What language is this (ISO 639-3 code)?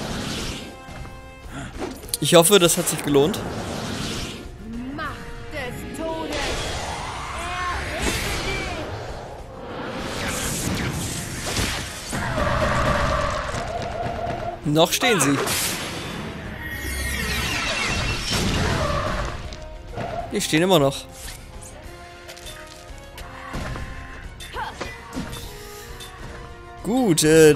deu